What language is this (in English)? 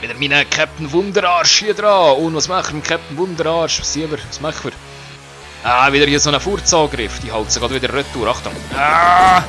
Swiss German